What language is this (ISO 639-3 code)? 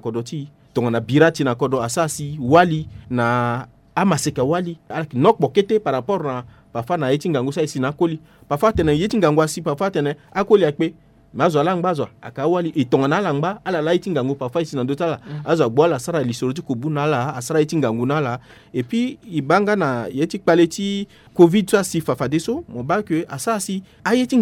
sag